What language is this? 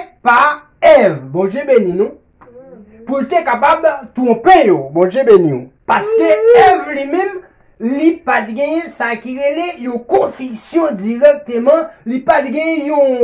Haitian Creole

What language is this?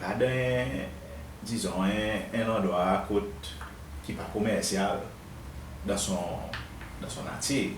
Seselwa Creole French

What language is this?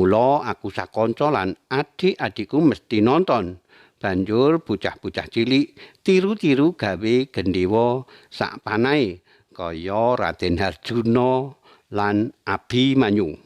Javanese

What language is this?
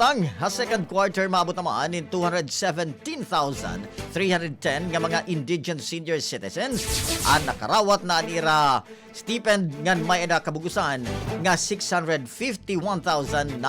Waray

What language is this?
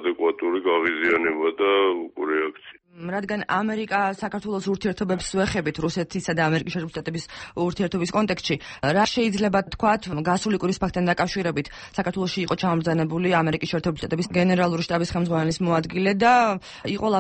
Georgian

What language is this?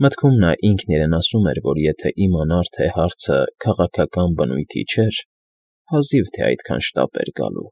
Armenian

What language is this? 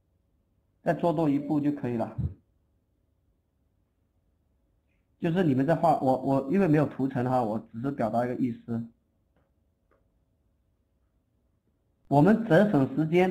Chinese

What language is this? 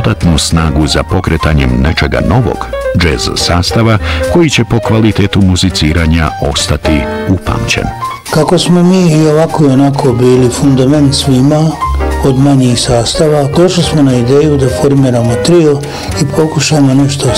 Bosnian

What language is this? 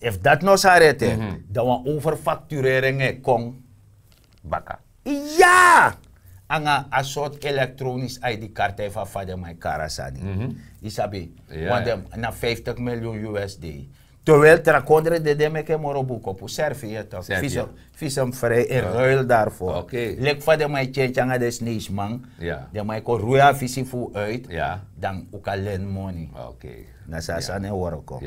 Sranan Tongo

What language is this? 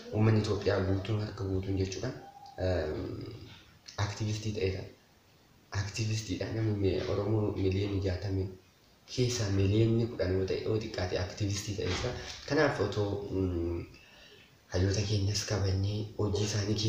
Oromo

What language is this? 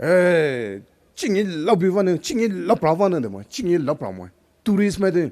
Poumei Naga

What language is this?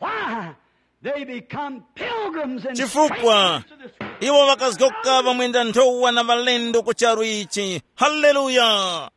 Tumbuka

